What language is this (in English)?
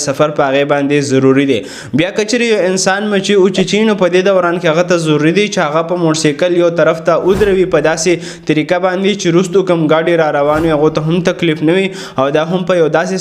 Pashto